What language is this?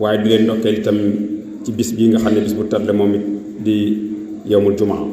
Wolof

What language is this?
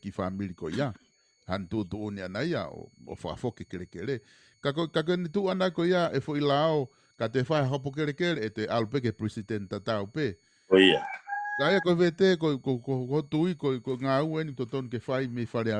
Tongan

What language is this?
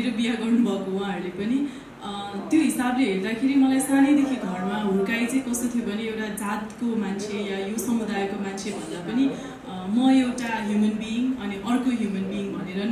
Nepali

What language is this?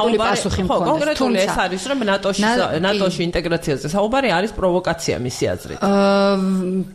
Georgian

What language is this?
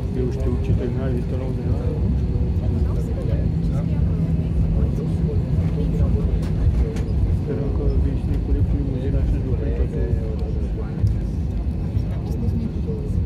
Romanian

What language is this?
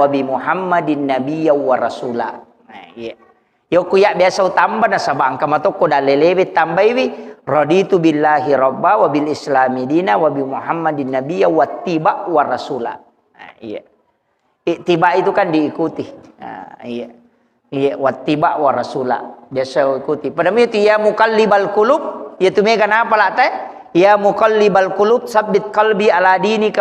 Buginese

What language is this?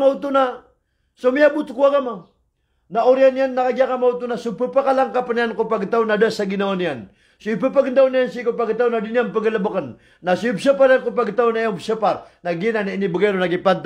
Maranao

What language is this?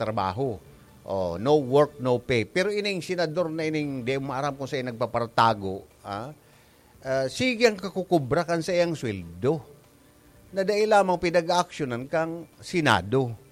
Bikol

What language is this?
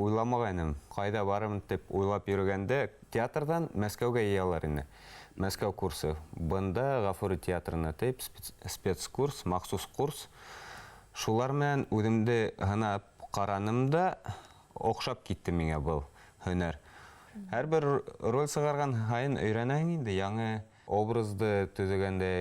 Bashkir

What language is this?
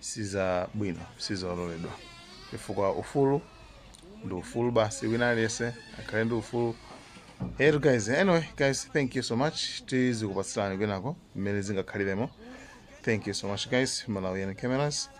Nyanja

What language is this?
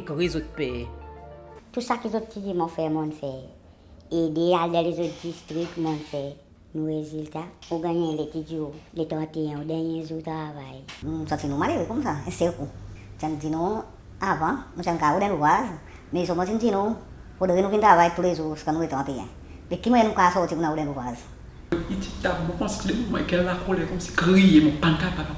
Seselwa Creole French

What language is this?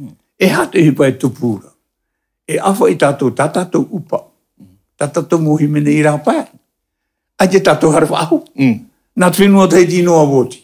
Tahitian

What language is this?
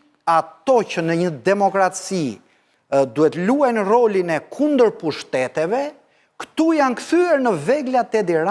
Albanian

